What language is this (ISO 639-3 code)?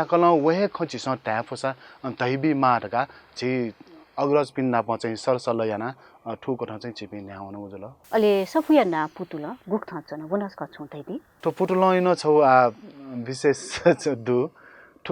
new